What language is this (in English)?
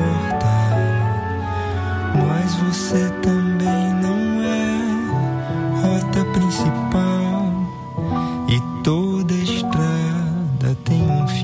Portuguese